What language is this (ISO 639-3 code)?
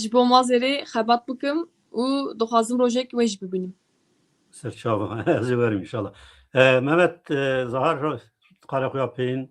zza